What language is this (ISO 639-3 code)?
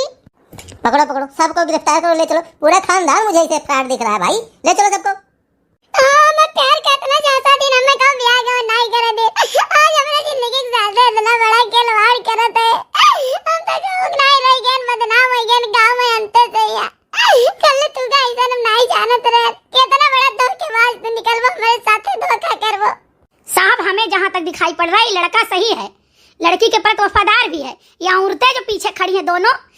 awa